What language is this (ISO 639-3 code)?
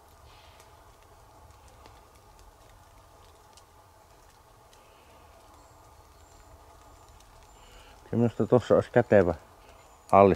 fin